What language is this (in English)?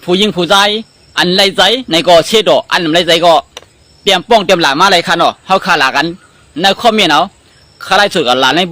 Shan